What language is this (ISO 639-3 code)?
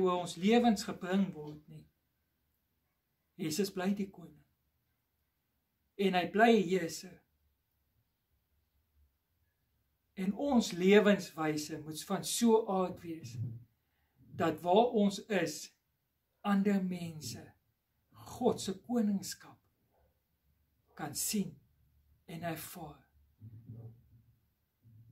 afr